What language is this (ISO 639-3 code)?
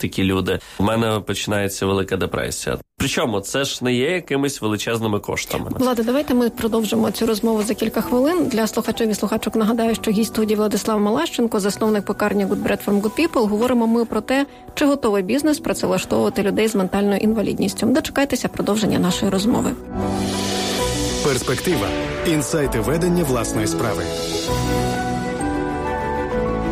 ukr